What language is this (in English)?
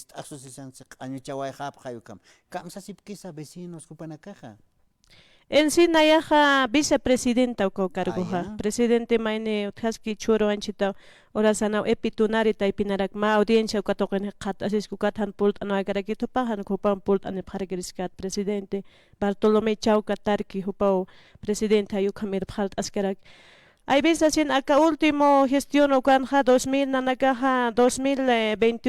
Aymara